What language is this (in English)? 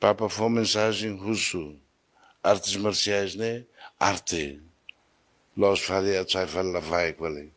Tetum